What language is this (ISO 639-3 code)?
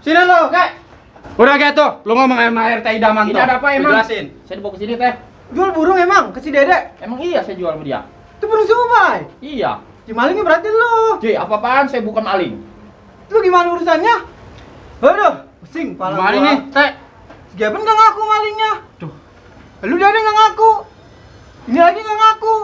bew